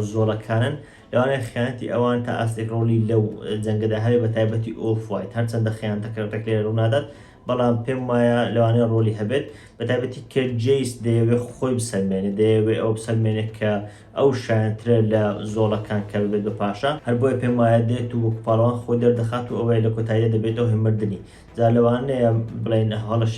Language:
Central Kurdish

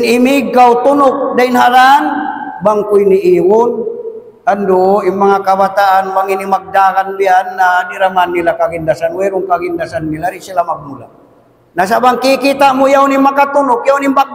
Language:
Tausug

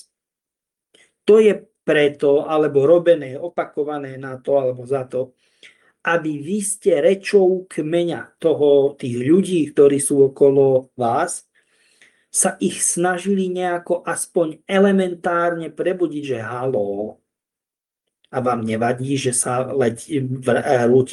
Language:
Slovak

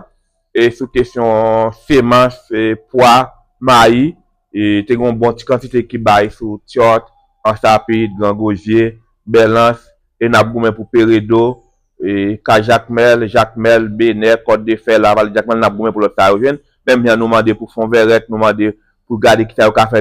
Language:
Haitian Creole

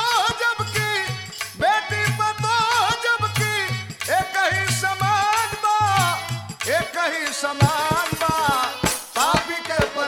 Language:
Bhojpuri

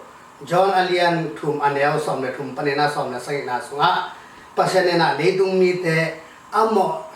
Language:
Tedim Chin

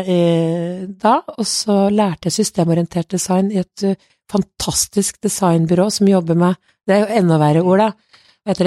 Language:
Norwegian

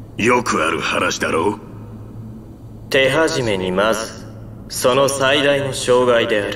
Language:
Japanese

